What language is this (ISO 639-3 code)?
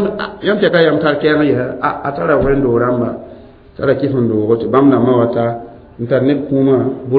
mos